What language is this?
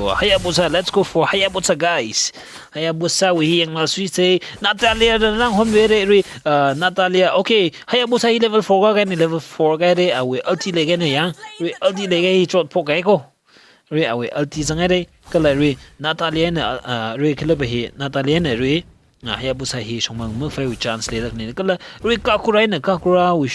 Tangkhul Naga (India)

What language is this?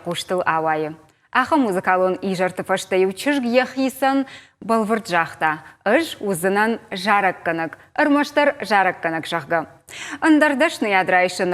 Ossetic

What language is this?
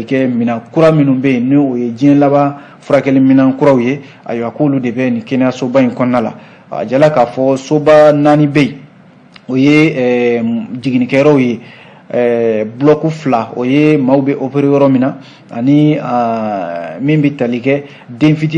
Bambara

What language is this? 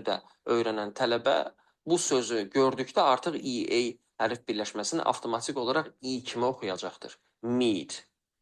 Azerbaijani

